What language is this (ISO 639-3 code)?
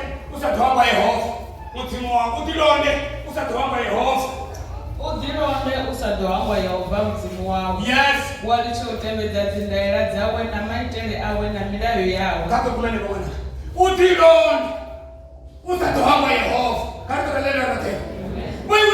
ven